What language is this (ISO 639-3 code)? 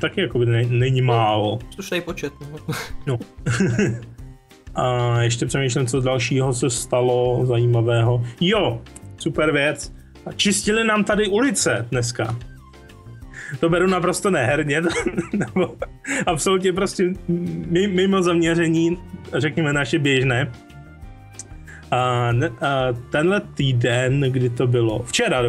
ces